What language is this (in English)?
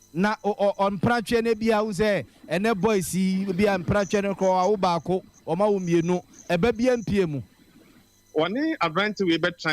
Akan